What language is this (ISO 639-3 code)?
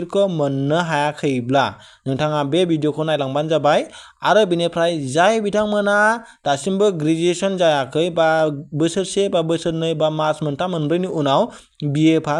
brx